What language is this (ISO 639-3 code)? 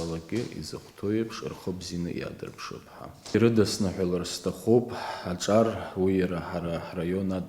abk